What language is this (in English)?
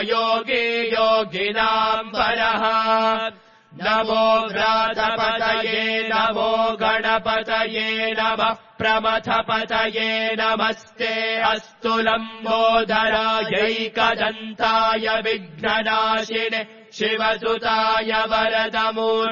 Sanskrit